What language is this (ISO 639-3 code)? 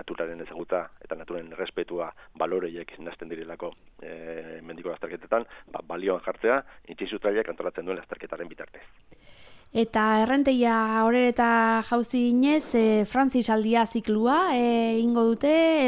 eus